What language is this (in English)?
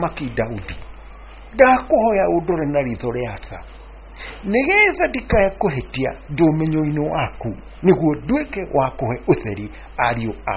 Kikuyu